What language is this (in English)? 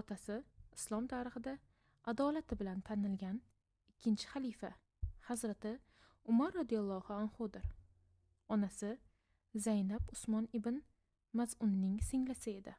Uzbek